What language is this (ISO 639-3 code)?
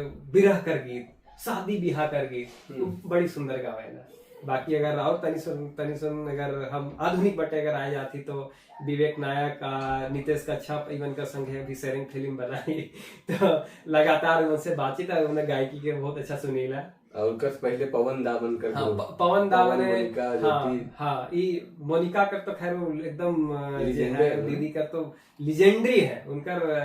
sck